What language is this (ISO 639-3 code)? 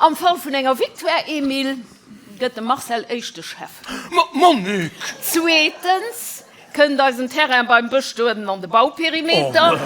ltz